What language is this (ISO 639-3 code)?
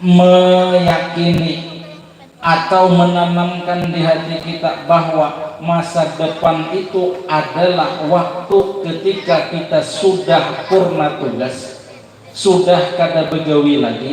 bjn